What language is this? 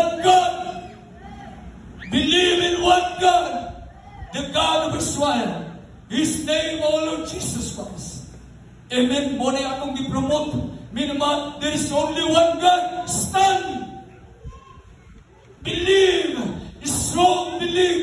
Cebuano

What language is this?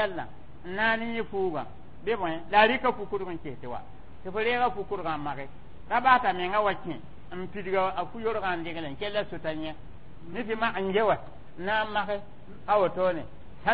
Mossi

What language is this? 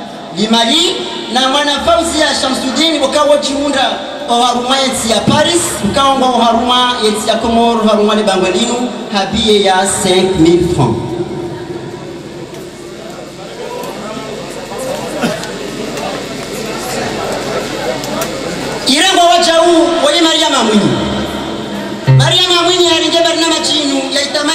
Ngazidja Comorian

